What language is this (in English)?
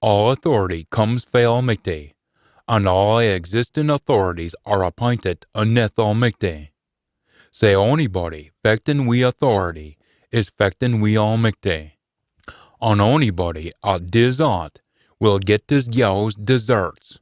Scots